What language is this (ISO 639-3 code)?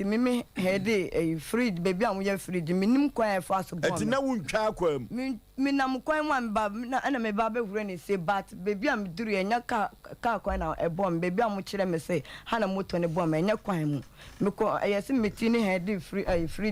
aka